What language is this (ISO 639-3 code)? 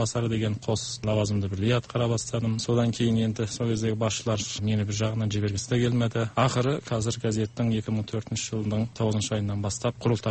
kaz